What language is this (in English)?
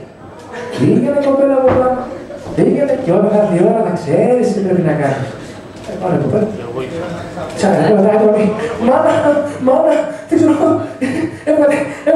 Greek